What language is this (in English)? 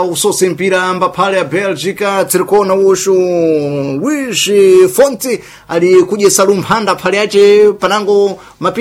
Sena